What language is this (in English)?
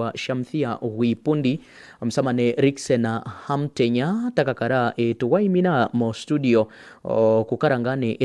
Kuanyama